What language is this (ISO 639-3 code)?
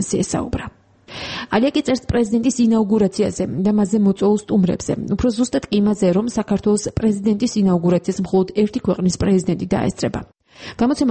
kat